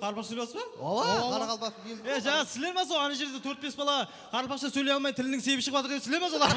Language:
Kara-Kalpak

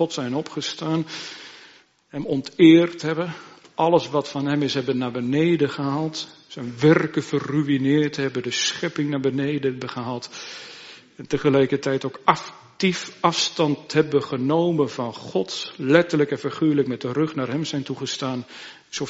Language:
Dutch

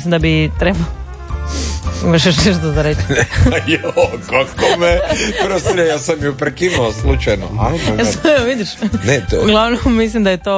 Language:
Croatian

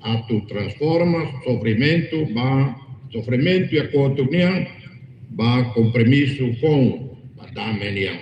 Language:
Tetum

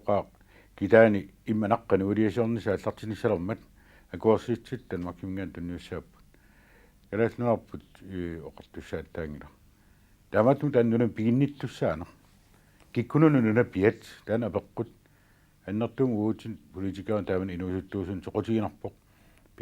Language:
Kalaallisut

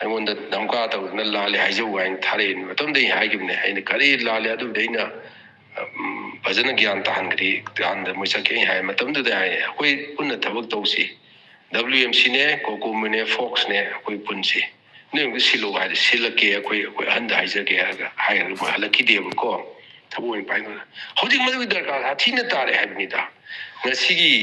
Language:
Manipuri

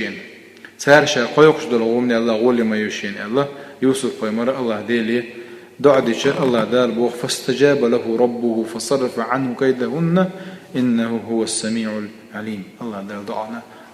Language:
Chechen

